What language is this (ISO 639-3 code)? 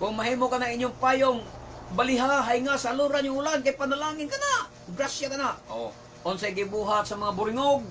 ceb